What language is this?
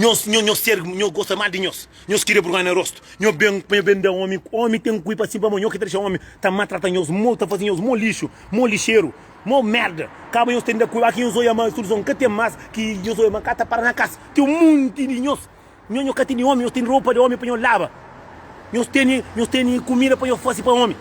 Kabuverdianu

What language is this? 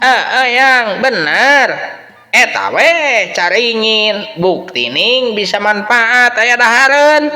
Sundanese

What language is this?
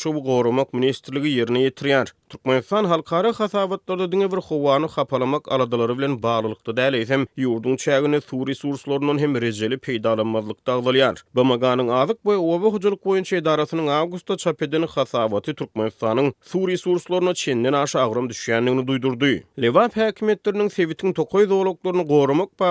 Turkmen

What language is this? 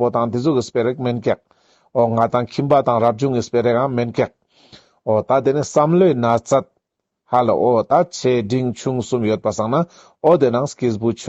Ladakhi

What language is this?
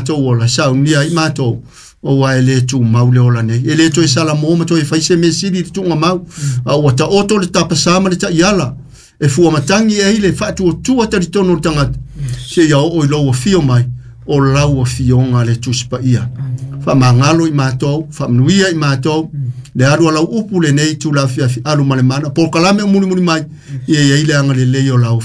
Samoan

